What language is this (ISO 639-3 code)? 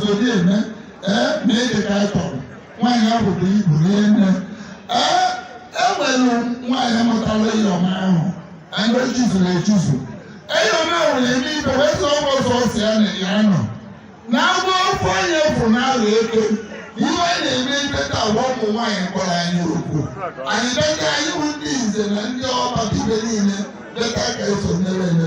ibo